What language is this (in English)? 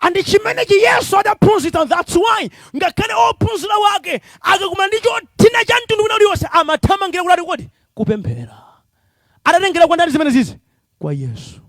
Nyanja